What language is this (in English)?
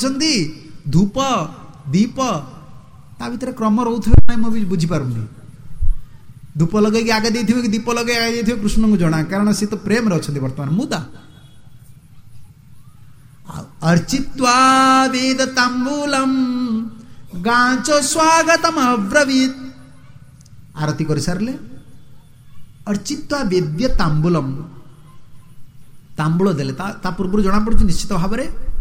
Odia